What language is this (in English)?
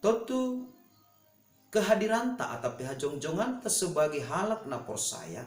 Batak Simalungun